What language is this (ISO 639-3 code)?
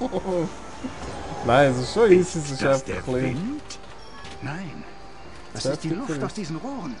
gsw